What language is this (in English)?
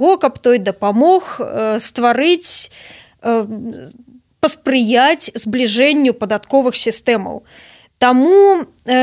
Belarusian